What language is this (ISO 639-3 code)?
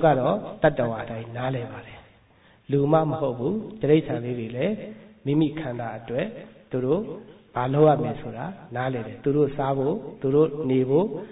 mya